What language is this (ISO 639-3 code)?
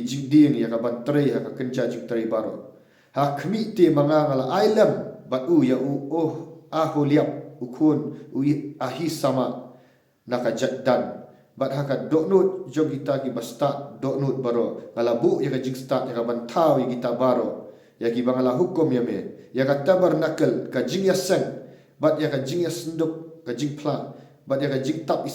kha